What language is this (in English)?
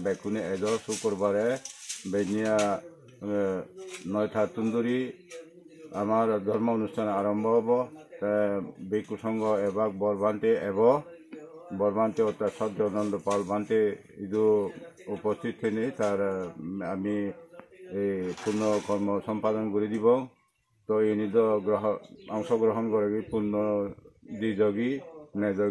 Chakma